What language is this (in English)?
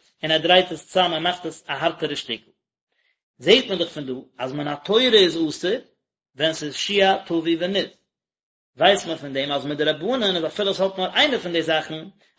Yiddish